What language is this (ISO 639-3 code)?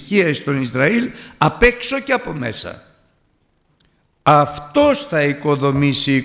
ell